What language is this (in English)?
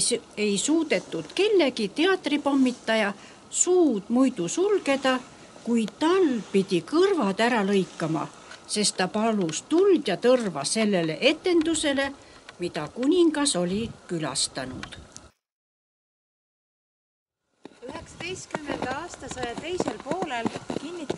Estonian